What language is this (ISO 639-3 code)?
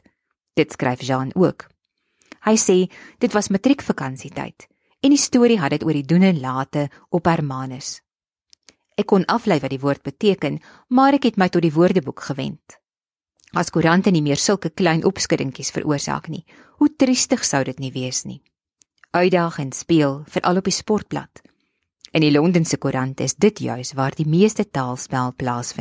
afr